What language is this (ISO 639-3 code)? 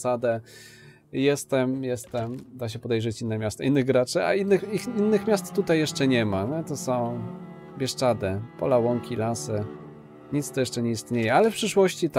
pol